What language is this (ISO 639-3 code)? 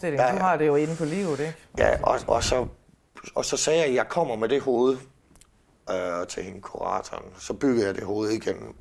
dan